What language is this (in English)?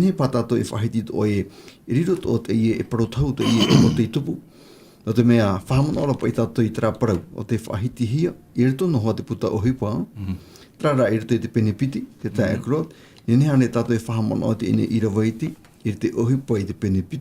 Tahitian